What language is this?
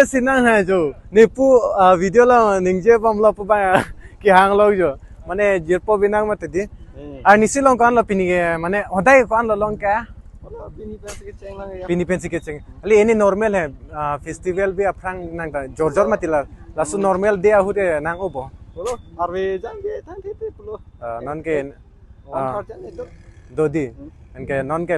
Karbi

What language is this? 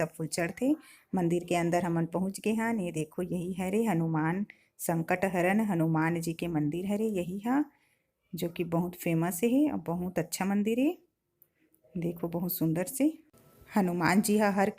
Chhattisgarhi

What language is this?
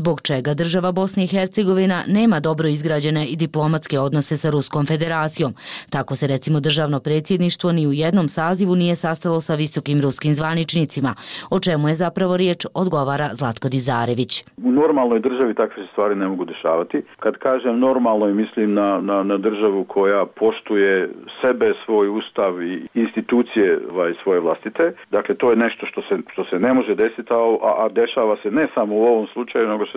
Bosnian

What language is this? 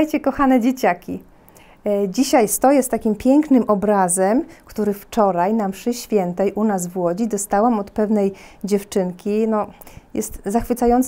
Polish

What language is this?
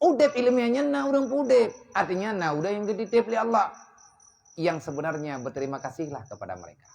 Achinese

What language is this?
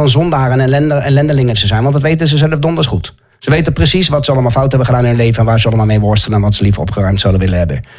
Dutch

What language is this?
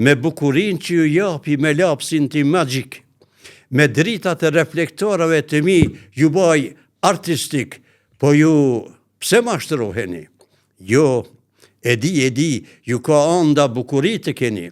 Albanian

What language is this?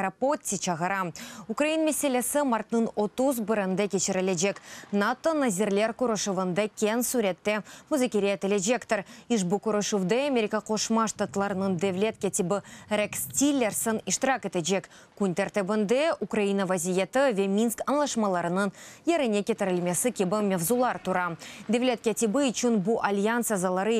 Crimean Tatar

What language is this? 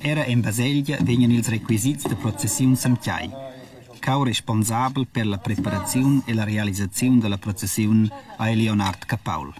Romansh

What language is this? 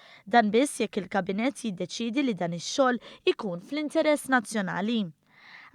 Maltese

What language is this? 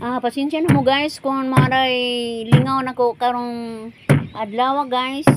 Cebuano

